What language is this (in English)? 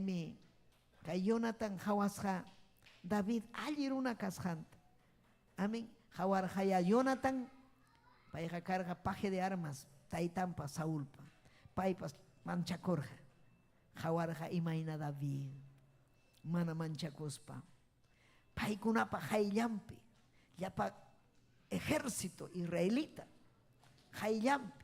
Ayacucho Quechua